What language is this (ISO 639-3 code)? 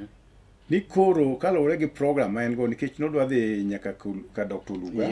luo